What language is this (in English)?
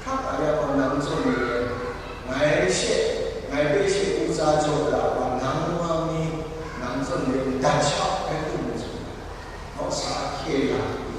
Kachin